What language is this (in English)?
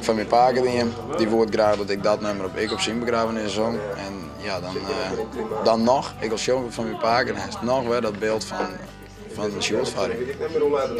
Western Frisian